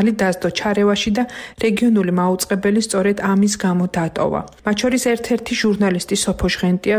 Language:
Georgian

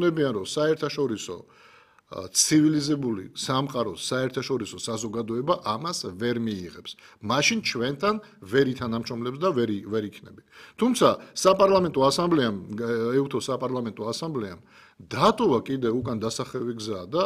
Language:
Georgian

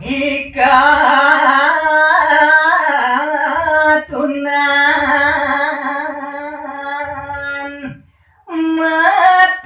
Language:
Balinese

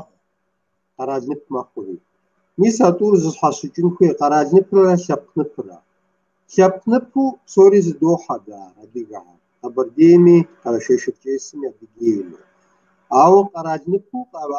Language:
Kabardian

